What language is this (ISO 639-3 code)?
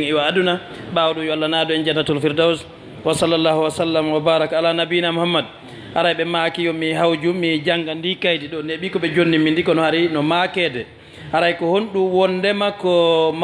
ful